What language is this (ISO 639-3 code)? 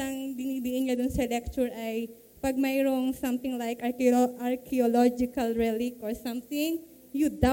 fil